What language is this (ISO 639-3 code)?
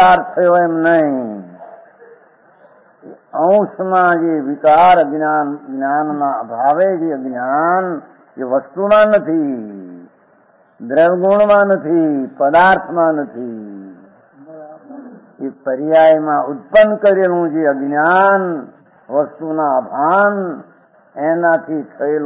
guj